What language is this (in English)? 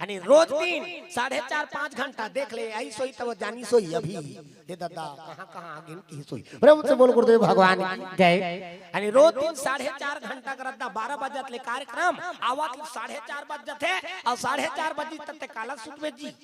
Chhattisgarhi